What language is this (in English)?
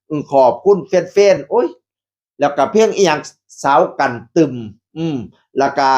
Northeastern Thai